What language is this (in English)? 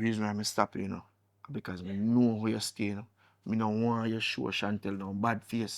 Jamaican Creole English